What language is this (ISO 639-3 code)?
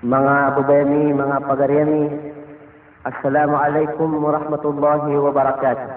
mrw